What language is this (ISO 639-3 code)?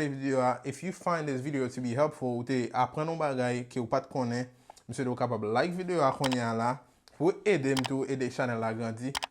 hat